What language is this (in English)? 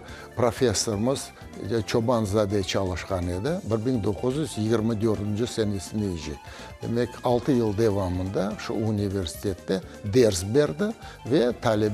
Crimean Tatar